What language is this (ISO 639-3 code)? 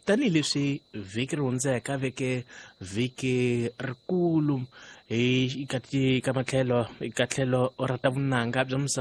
tso